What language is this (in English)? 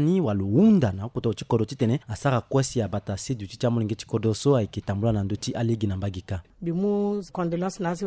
Sango